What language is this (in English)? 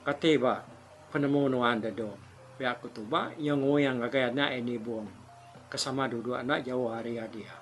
Iban